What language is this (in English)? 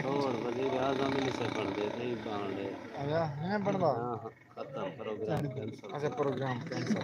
Saraiki